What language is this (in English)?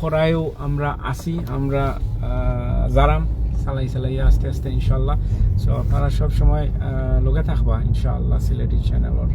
Sylheti